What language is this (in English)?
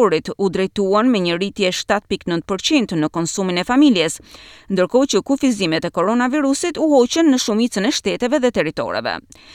Albanian